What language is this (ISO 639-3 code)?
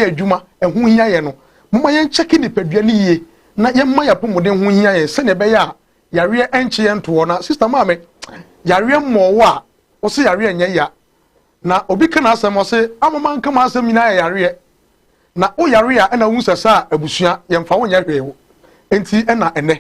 aka